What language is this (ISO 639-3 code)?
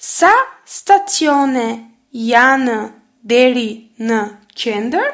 sqi